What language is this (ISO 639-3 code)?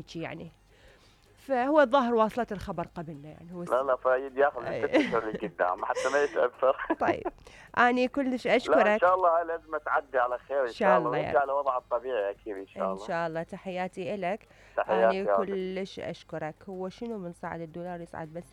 acm